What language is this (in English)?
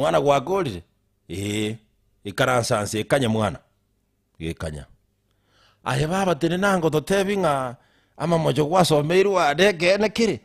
Gusii